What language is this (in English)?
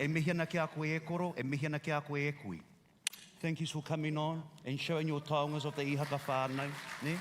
Māori